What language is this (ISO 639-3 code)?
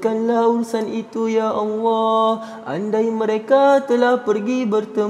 msa